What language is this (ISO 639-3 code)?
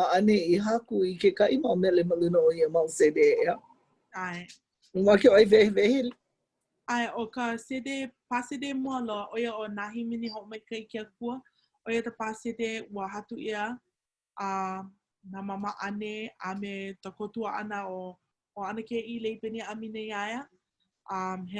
haw